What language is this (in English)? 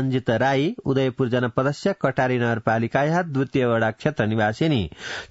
Sanskrit